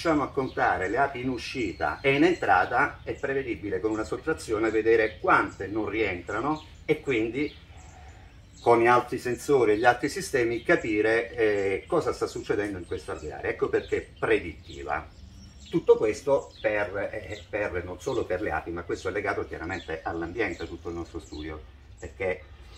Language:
Italian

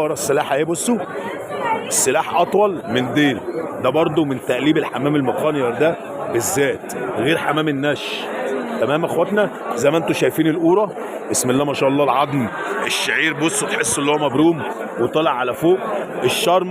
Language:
Egyptian Arabic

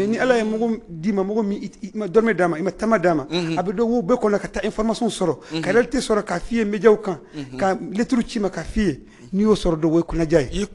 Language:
Bambara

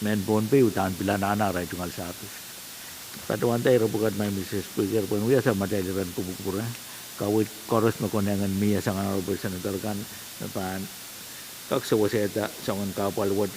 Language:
Pohnpeian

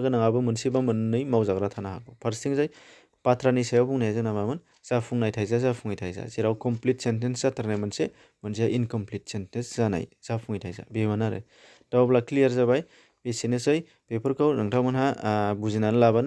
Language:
Bodo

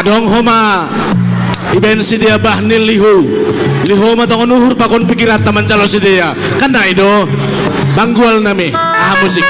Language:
Batak Simalungun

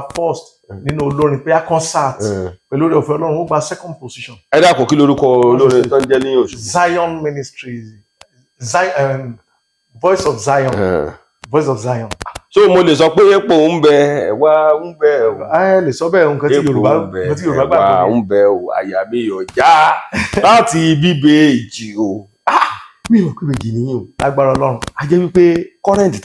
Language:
Yoruba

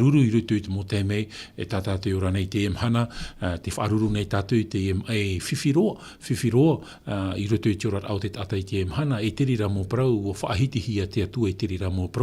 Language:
Tahitian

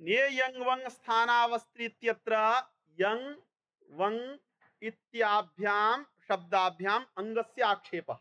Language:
Sanskrit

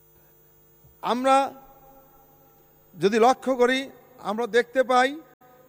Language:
Bangla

